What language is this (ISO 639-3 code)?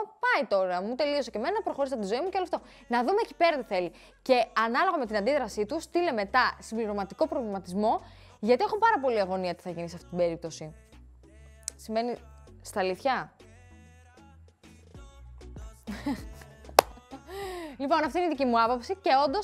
ell